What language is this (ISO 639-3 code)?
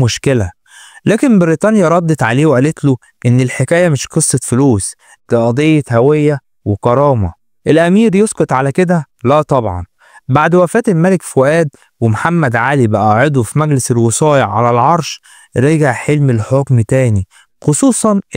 arz